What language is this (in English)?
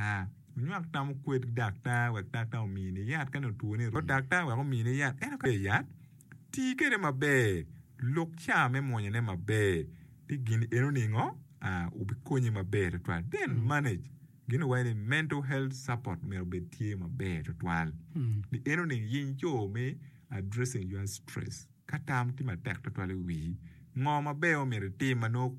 Acoli